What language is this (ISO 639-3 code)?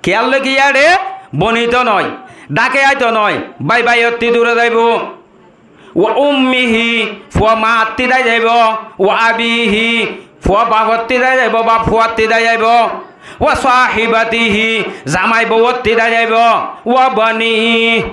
rhg